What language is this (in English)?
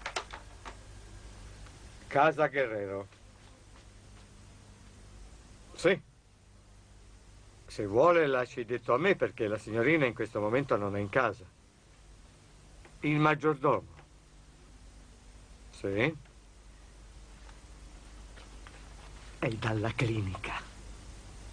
Italian